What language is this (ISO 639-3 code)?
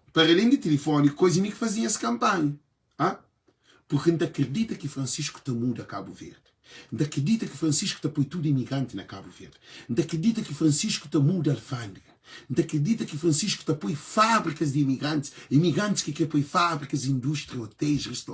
kea